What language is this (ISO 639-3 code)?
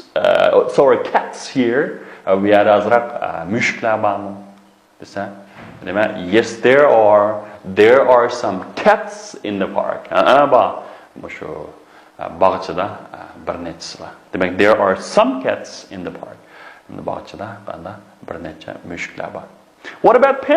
uig